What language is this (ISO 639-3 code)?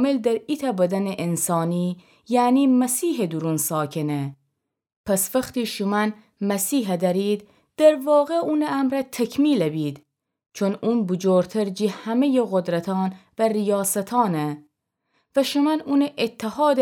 glk